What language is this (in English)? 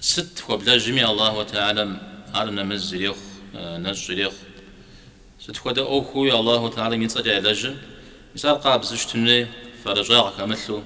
Kabardian